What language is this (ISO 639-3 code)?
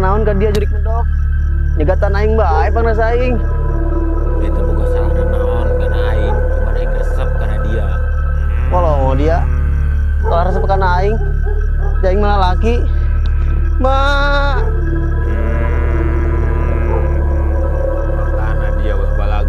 sun